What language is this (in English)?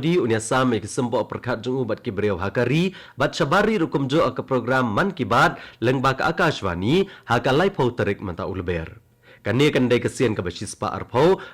Khasi